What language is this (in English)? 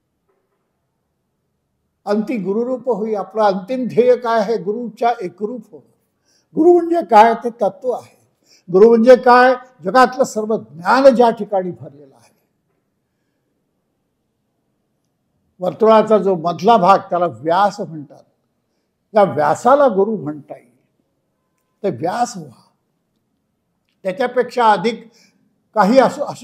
Marathi